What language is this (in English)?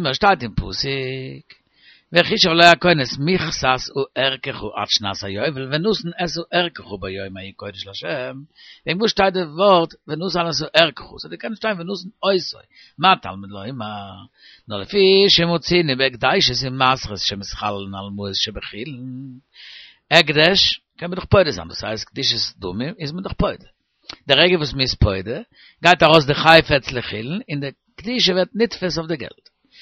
Yiddish